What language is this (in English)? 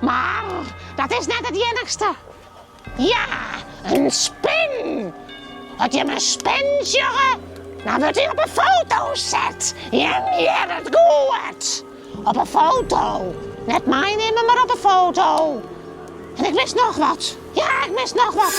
Western Frisian